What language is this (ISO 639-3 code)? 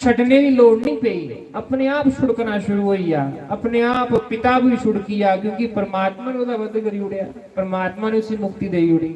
doi